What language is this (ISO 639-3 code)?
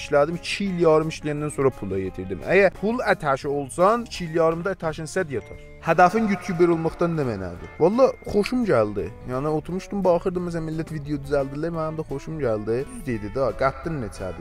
azb